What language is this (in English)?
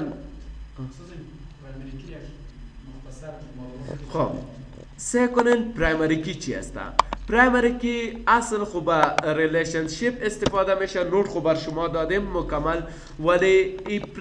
Persian